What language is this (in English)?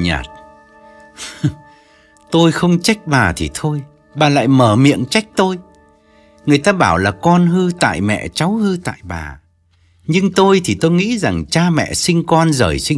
Vietnamese